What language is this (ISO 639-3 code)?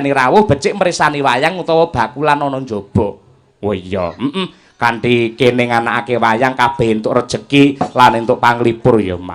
jav